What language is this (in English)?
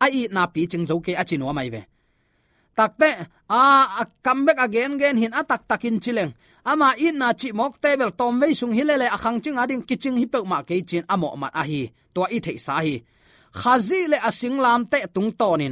Tedim Chin